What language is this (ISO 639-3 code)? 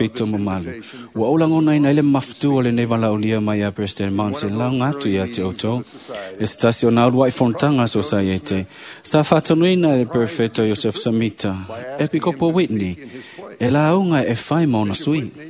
smo